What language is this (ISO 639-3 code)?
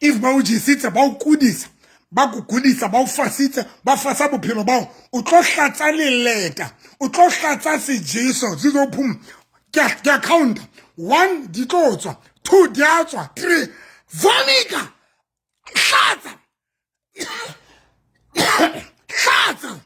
sot